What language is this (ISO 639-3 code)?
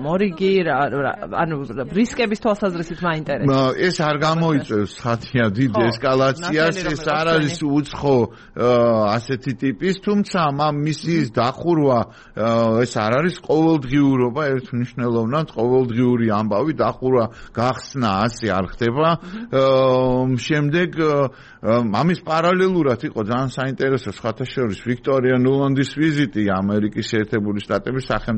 kat